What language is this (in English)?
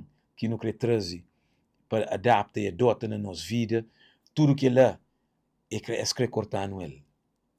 Kabuverdianu